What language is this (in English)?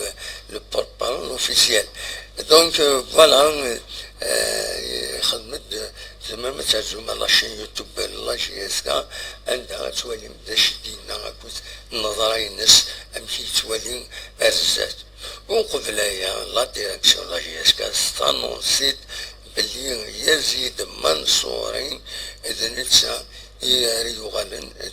Kabyle